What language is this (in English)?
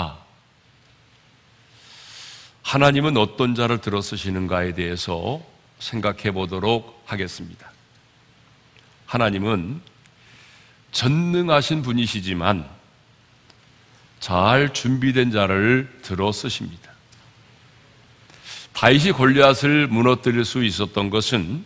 Korean